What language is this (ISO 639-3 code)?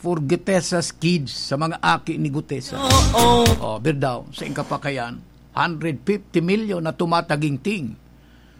bik